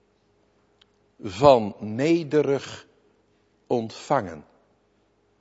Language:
Dutch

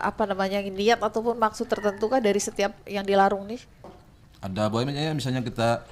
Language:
Banjar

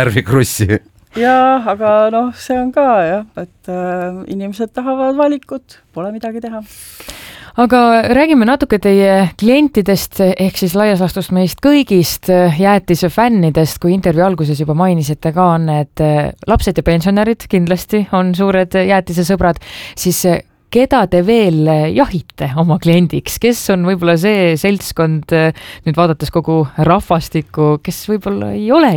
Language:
Estonian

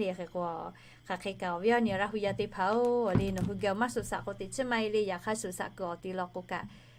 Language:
Lahu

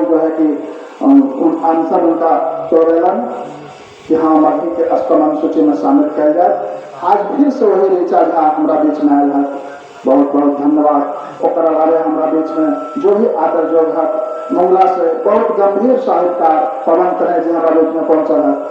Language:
Magahi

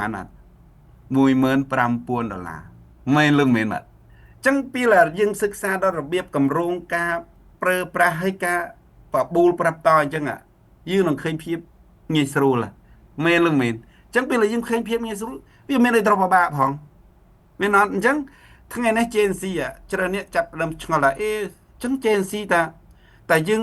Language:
Khmer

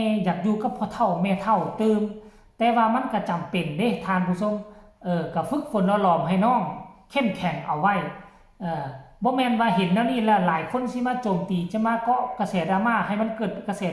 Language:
Northeastern Thai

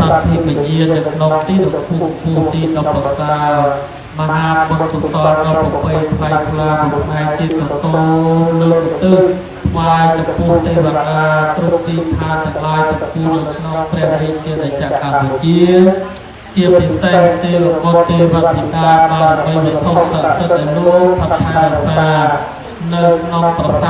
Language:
Khmer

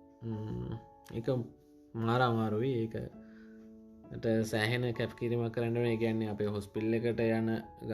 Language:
Sinhala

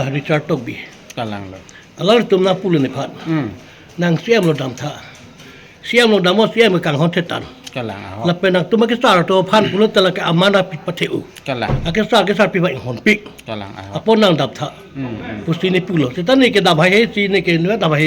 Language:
Karbi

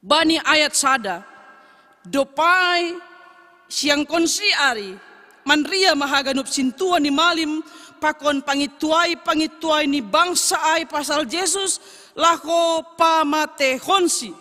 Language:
Batak Simalungun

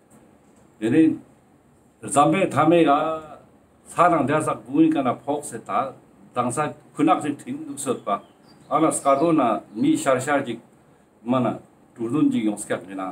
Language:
Ladakhi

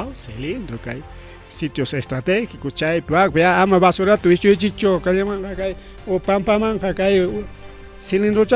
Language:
Ayacucho Quechua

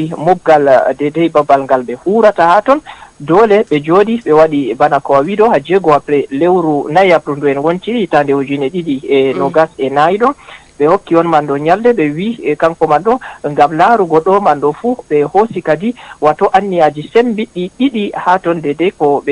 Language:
Fula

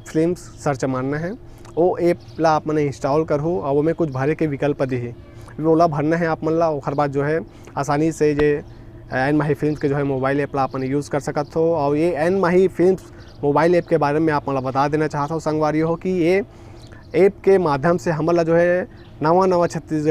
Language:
Chhattisgarhi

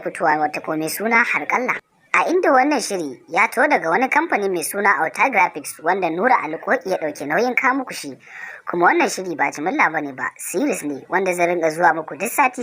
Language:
Hausa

